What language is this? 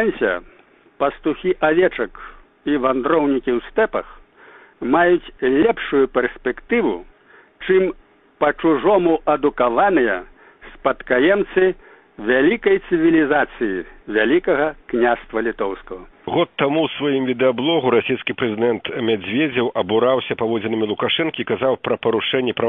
Belarusian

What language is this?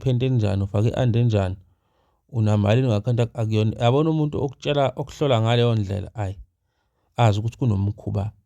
Zulu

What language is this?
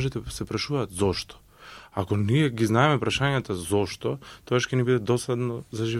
Macedonian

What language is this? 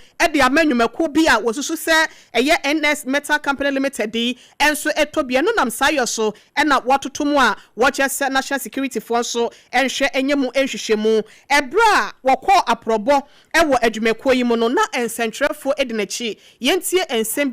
Akan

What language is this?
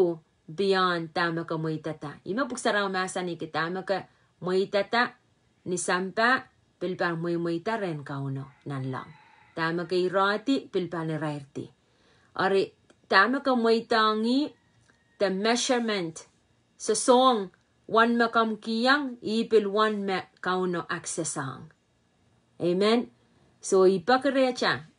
Pohnpeian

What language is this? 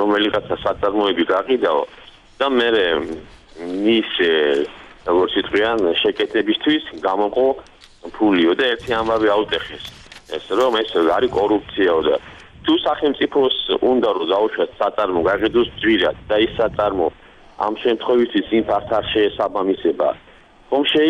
Georgian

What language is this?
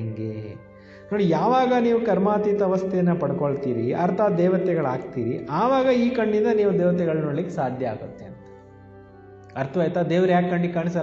Kannada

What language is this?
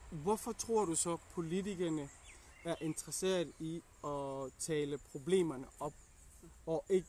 Danish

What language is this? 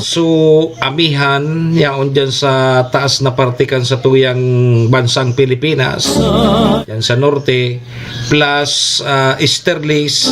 Bikol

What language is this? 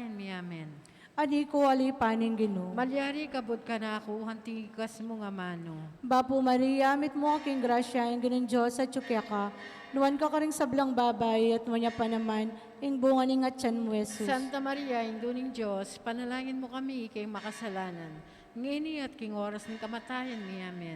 Pampanga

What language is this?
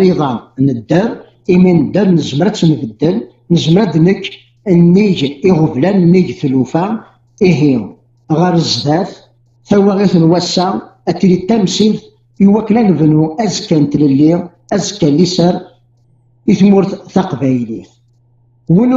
Kabyle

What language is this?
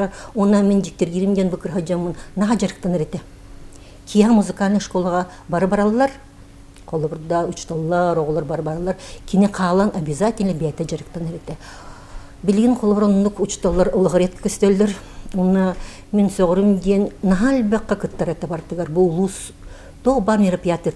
Yakut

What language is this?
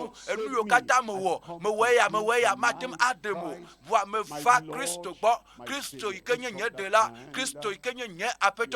Ewe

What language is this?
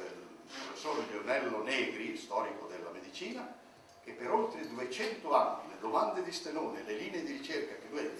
Italian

